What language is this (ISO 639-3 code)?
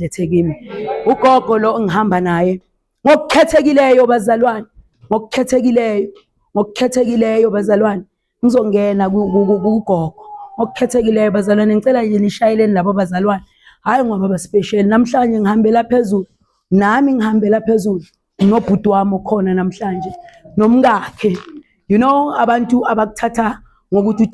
zul